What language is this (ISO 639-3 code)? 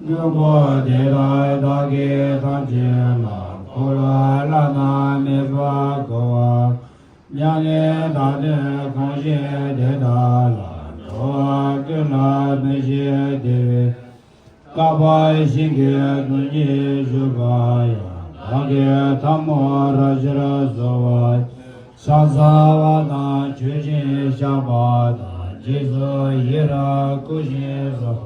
bod